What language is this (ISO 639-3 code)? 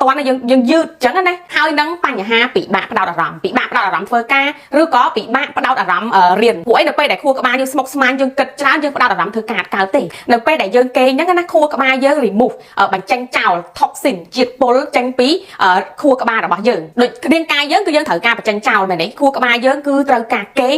khm